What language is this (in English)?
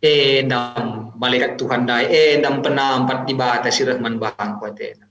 Batak Karo